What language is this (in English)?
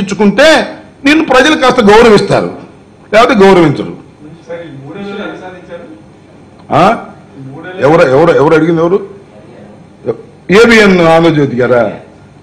Telugu